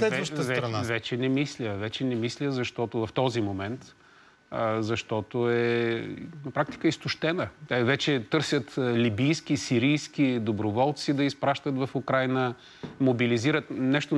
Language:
Bulgarian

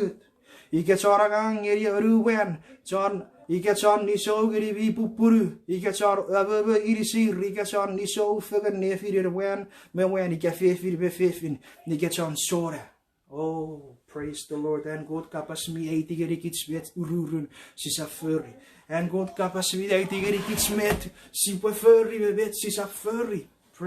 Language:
Chuukese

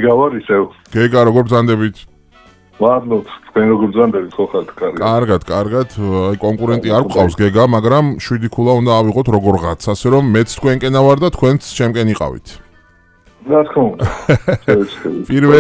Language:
Georgian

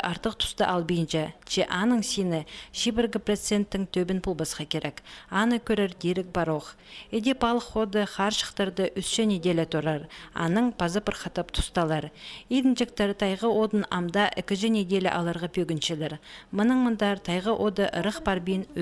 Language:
Khakas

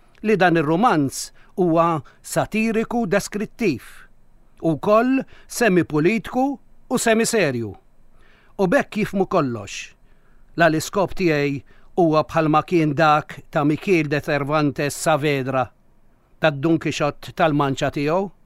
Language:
Maltese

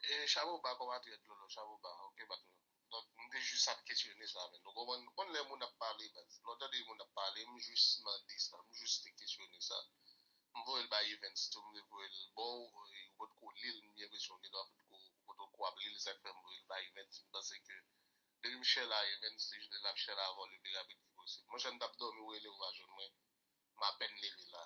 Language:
Haitian Creole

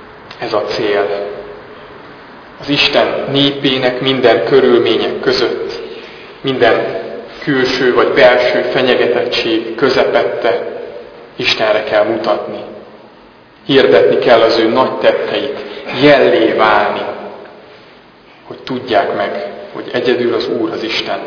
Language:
Hungarian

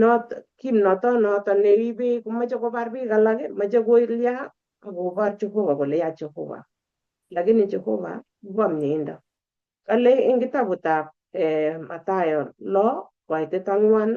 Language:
Kalenjin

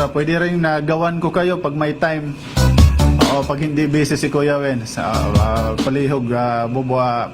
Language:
Waray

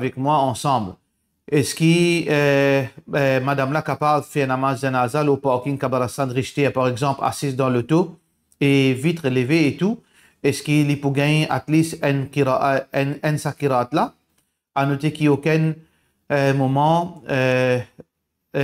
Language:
Morisyen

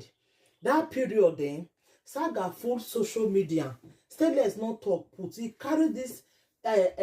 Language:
Nigerian Pidgin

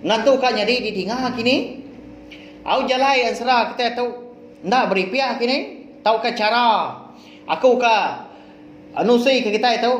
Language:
Iban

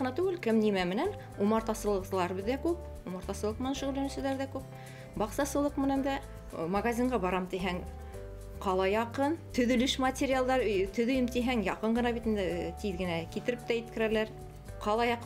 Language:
Bashkir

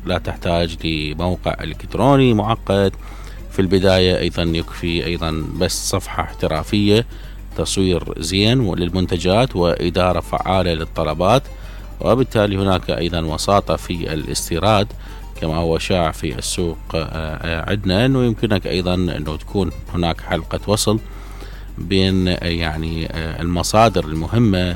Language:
Mesopotamian Arabic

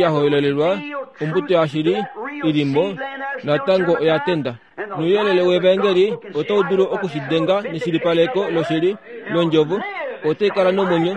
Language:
Kuanyama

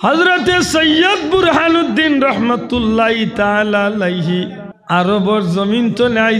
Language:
Sylheti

